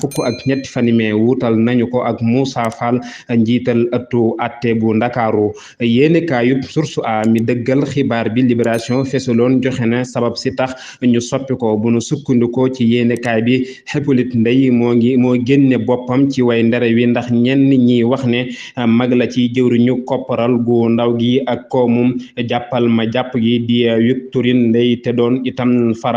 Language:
Wolof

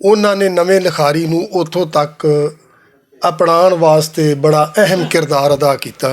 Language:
Western Panjabi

